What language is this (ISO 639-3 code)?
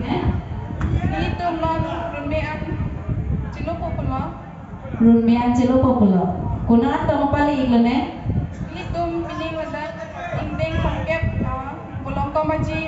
mjw